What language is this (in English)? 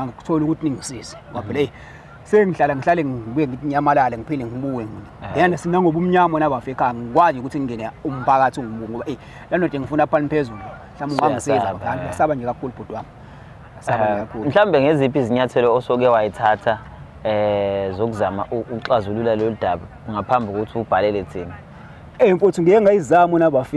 Zulu